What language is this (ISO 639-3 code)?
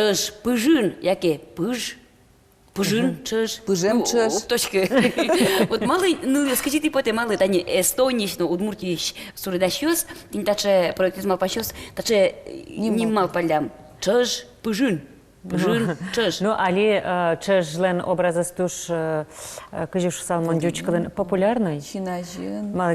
udm